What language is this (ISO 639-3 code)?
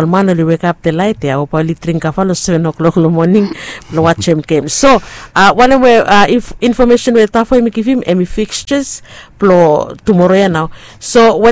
bis